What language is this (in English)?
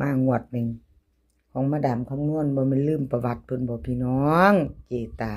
Northeastern Thai